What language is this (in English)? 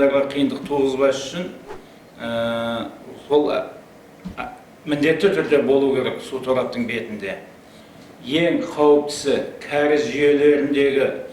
Kazakh